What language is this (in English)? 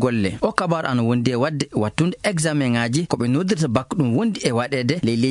Maasina Fulfulde